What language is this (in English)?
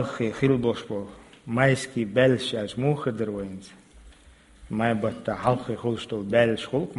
Chechen